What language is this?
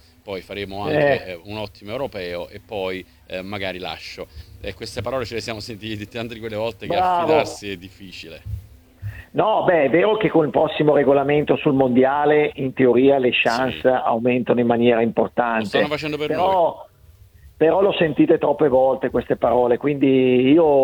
Italian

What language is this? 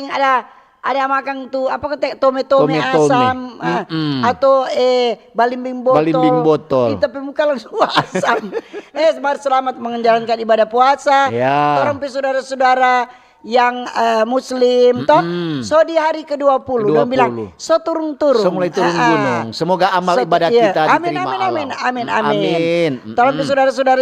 Manado Malay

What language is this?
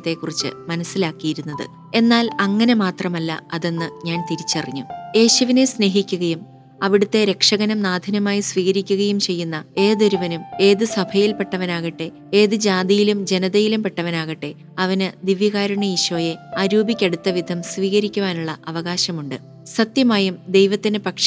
Malayalam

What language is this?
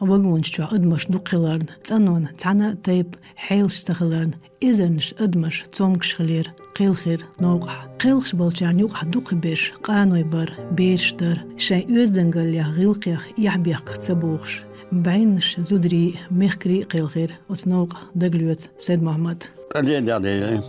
Chechen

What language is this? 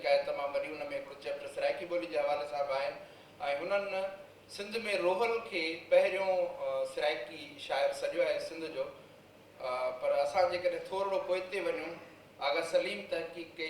Sindhi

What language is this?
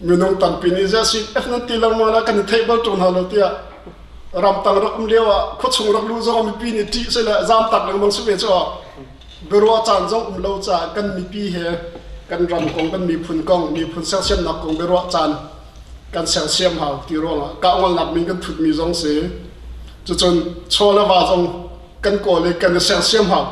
Hakha Chin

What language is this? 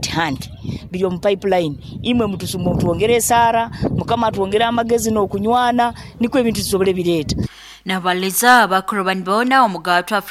Nyoro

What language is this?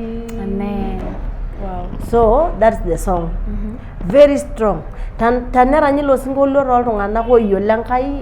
Masai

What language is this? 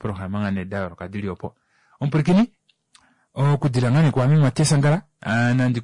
Kuanyama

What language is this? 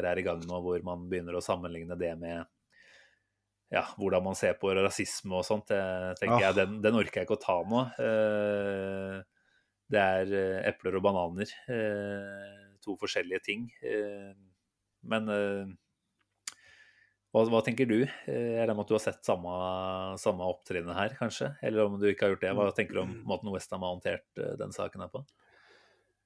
Norwegian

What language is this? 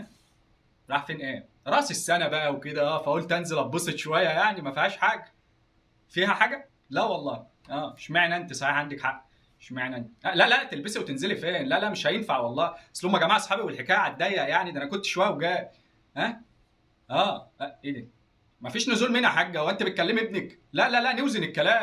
Egyptian Arabic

